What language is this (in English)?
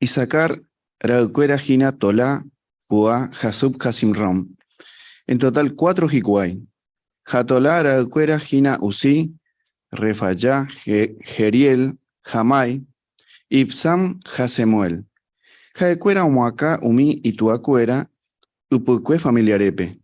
Guarani